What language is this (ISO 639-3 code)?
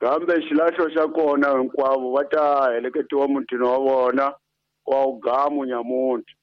tso